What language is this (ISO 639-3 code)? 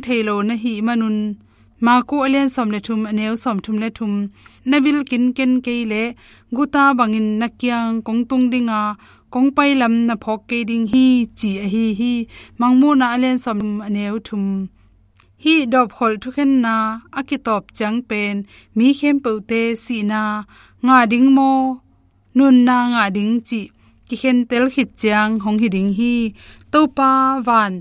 ctd